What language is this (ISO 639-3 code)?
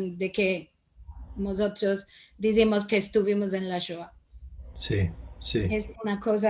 lad